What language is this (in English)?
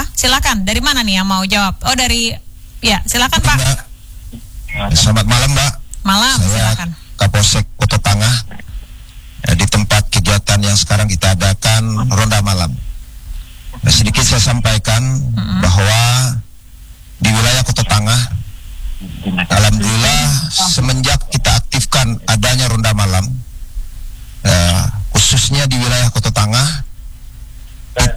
Indonesian